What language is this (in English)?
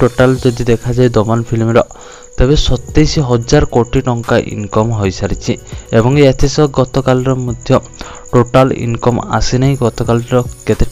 Odia